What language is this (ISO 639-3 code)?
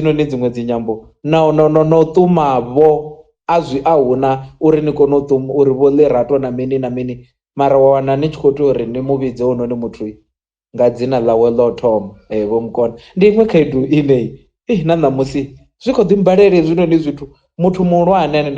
ven